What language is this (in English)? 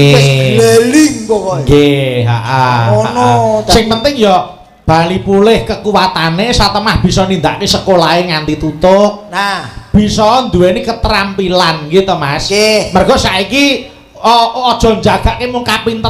Javanese